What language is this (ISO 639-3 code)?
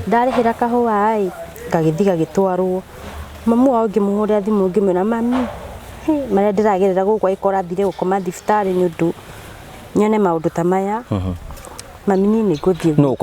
kik